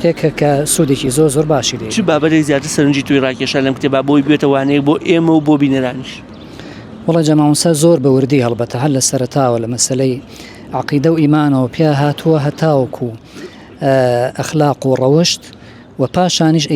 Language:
Central Kurdish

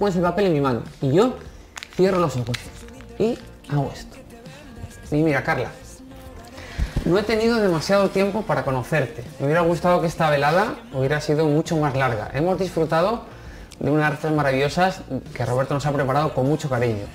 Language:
Spanish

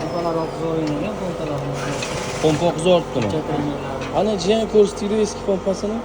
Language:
Uzbek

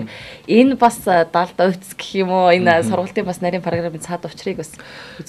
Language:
Mongolian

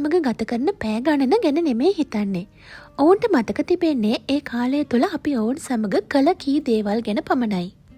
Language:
Sinhala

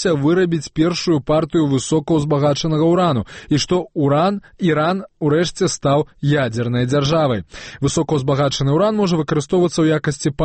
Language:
Belarusian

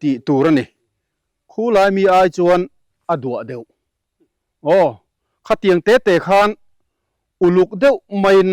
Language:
Mizo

